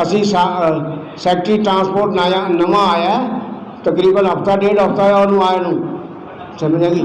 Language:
Saraiki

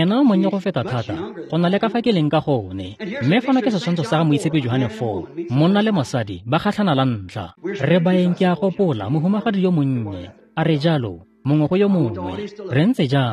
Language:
Tswana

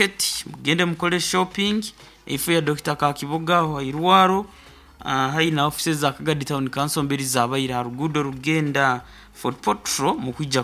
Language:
Nyoro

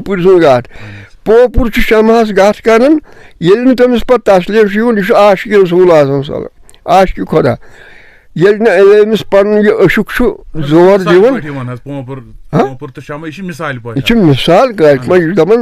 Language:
Kashmiri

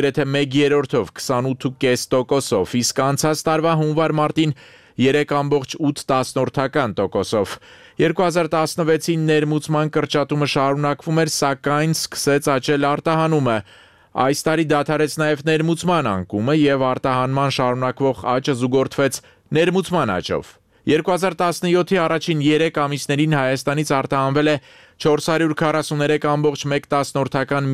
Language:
Armenian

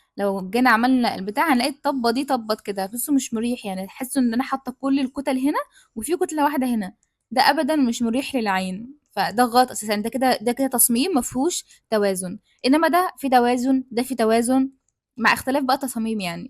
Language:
Egyptian Arabic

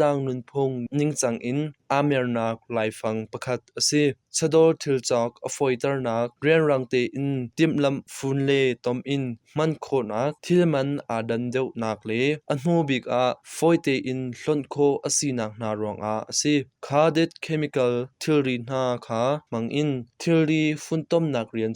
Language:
Hakha Chin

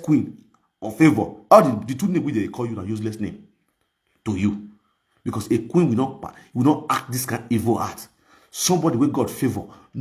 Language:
Nigerian Pidgin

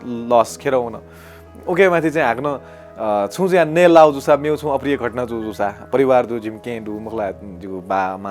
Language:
Newari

